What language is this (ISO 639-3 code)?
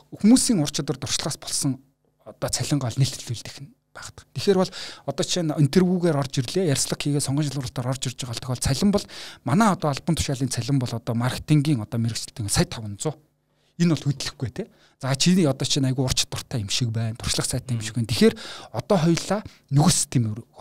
mon